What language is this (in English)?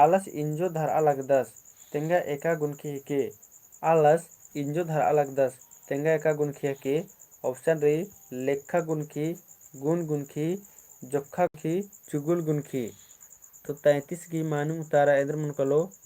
Kurukh